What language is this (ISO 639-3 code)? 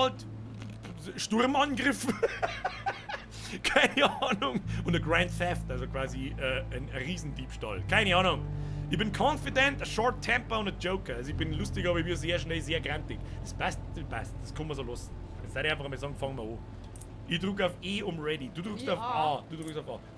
bar